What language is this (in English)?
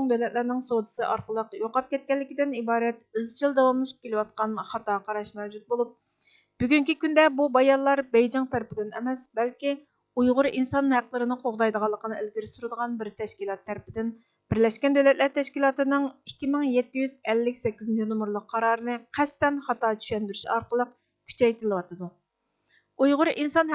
Uyghur